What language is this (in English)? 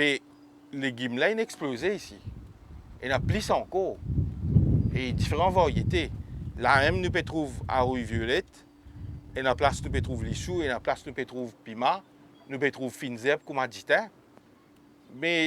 Morisyen